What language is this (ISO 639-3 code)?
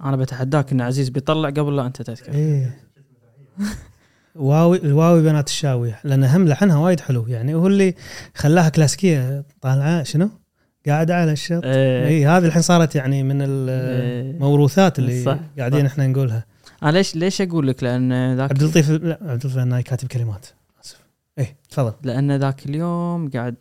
afb